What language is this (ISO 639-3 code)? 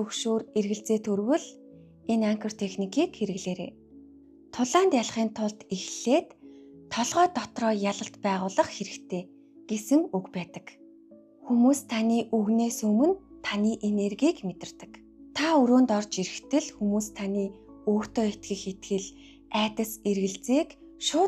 mon